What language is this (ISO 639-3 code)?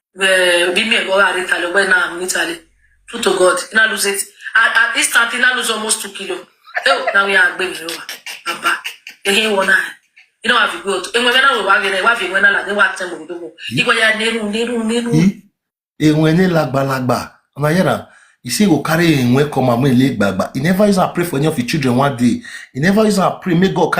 pcm